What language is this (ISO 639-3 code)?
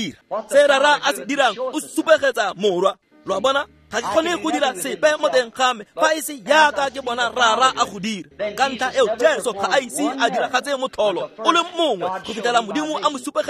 tsn